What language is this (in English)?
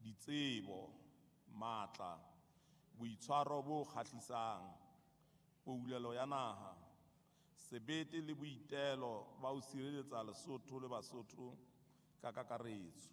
Southern Sotho